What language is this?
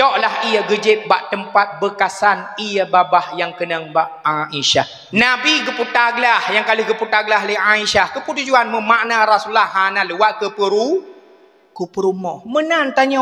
Achinese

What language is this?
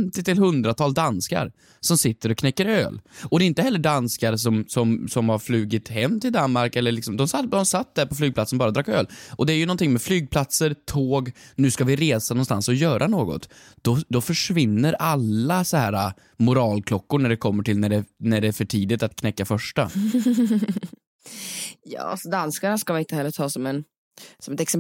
Swedish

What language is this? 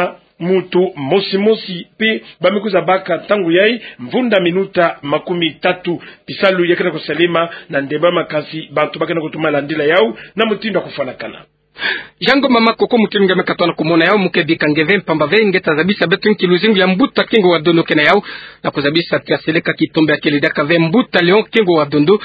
Kituba (Democratic Republic of Congo)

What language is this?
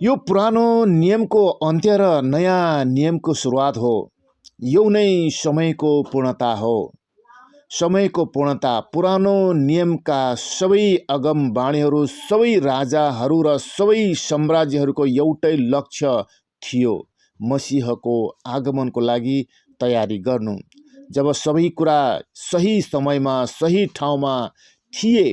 Nepali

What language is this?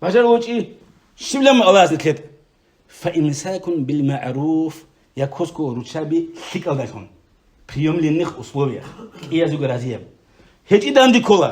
Avaric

